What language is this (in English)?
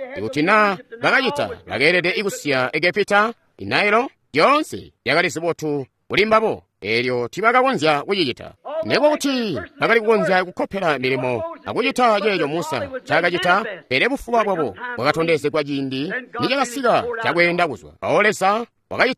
Tonga (Zambia)